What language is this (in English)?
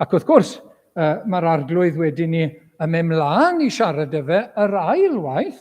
Welsh